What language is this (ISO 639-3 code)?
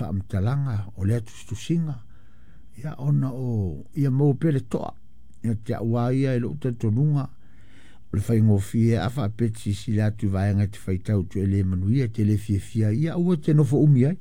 smo